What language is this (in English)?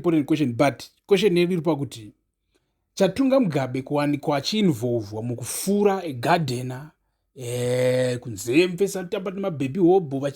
Shona